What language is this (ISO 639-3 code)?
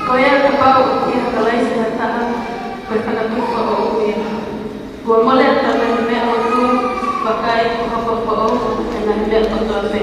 ton